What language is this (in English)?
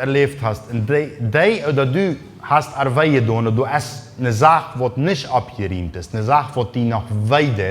Plautdietsch